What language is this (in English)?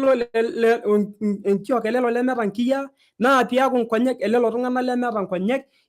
Masai